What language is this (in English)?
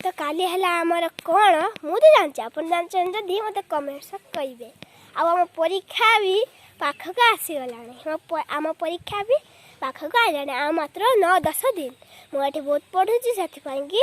Odia